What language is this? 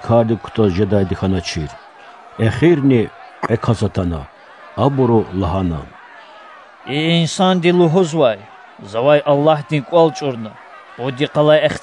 Lezghian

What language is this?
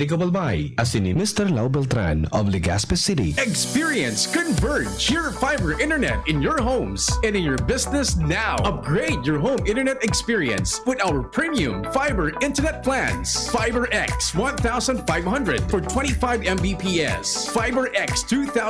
Bikol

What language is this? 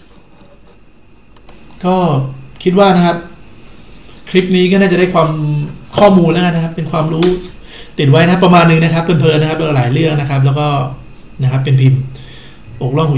Thai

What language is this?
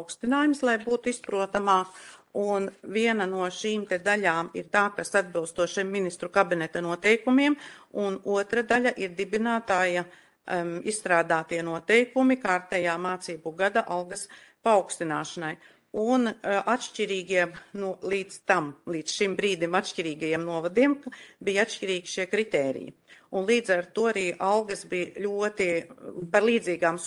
Latvian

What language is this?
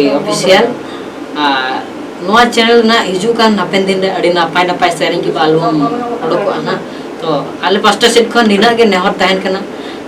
Santali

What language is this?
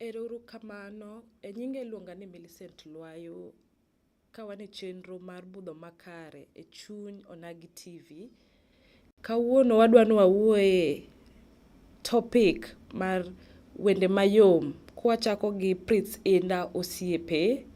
Luo (Kenya and Tanzania)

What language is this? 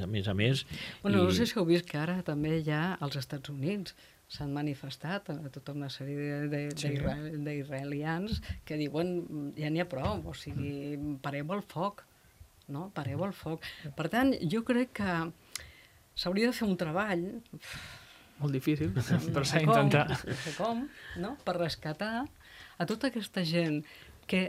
Catalan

